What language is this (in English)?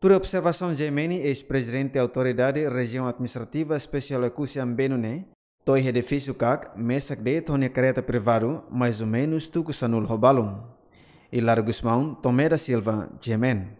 Tetum